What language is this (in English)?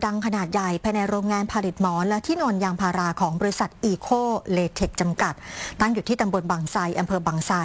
Thai